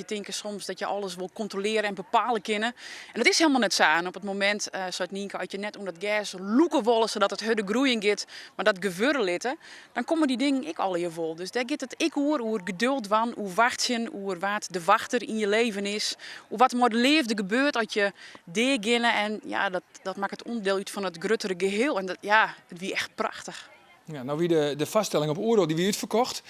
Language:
Western Frisian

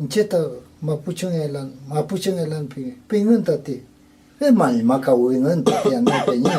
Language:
Mapuche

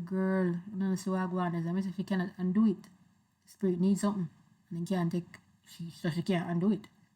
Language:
Jamaican Creole English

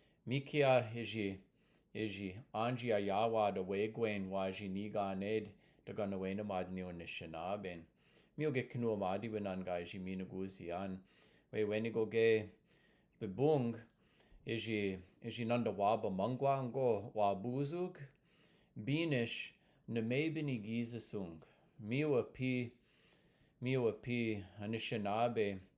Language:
Chippewa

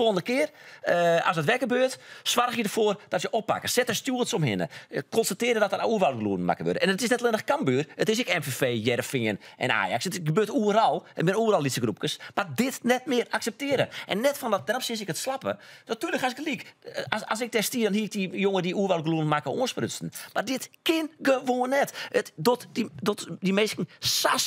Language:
Western Frisian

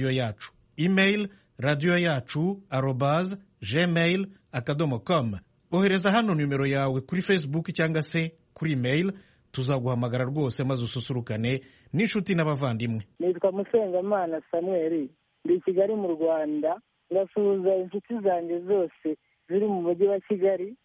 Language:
Kinyarwanda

